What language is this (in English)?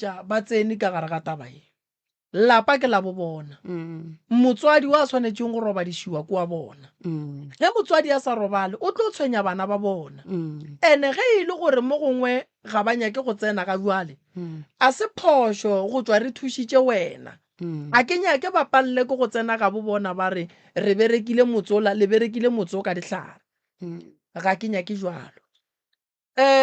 Northern Sotho